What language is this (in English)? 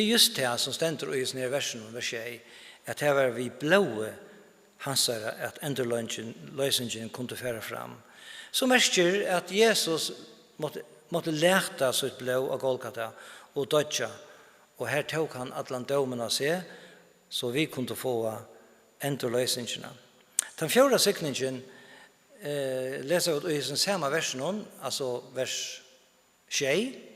Faroese